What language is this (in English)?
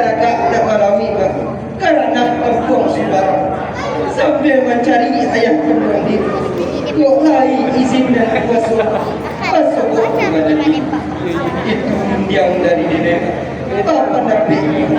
Minangkabau